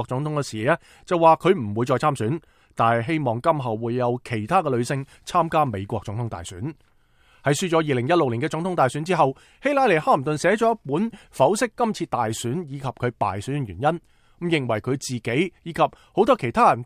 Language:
Cantonese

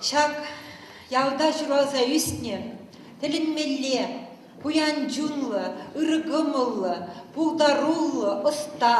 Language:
Chuvash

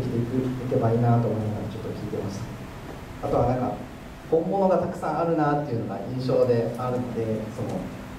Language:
Japanese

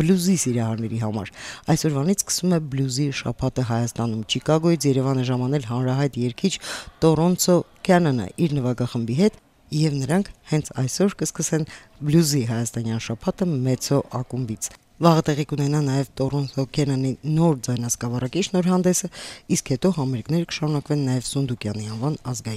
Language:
Armenian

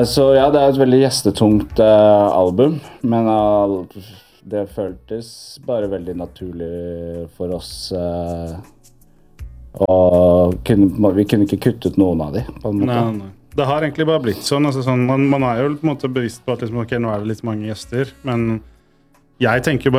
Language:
Norwegian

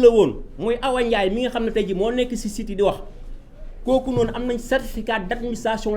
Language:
Wolof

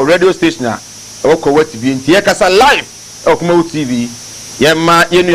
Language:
Akan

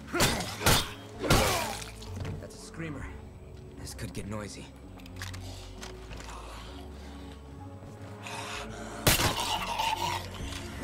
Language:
Portuguese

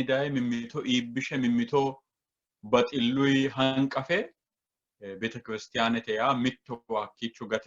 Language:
Sidamo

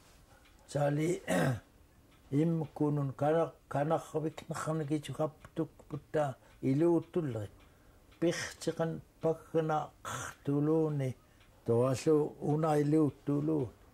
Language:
Central Yupik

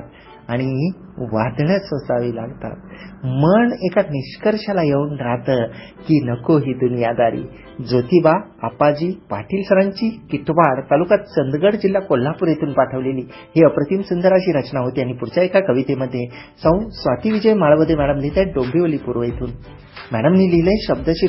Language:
Marathi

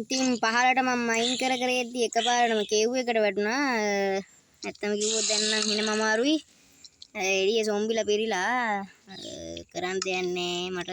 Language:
Sinhala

